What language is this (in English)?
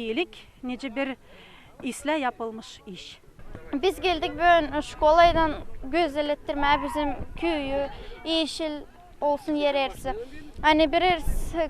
Gagauz